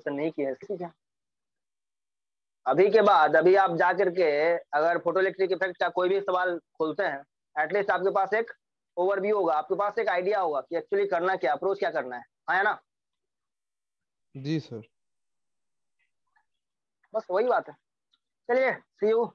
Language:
Hindi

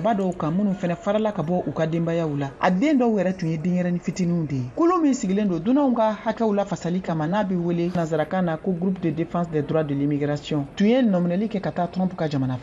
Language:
Bambara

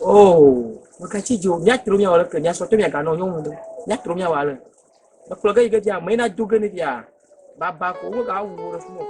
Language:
Ewe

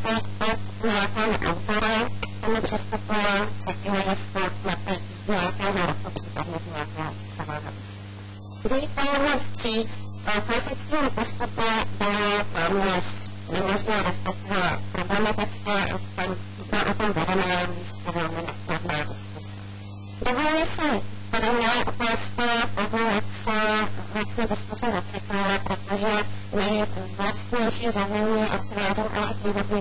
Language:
Czech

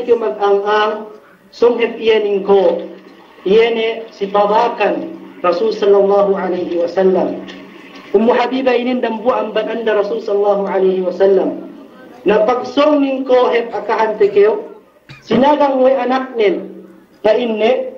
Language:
Yakan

